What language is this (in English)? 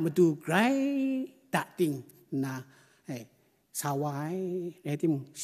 Kachin